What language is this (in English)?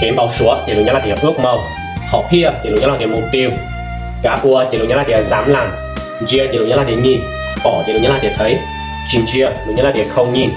Hmong